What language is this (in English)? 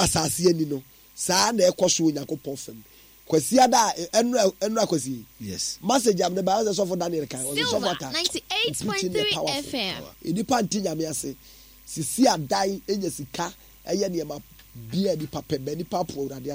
Akan